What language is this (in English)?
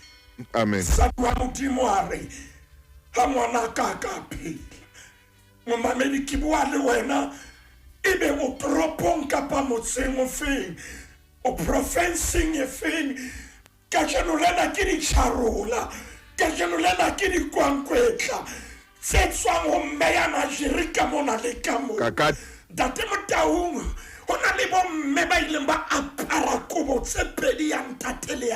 Southern Sotho